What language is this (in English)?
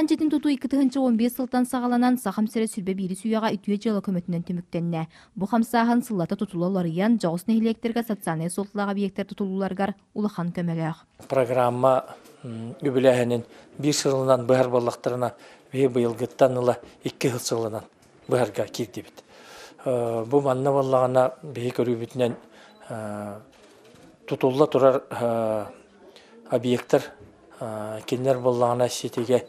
Yakut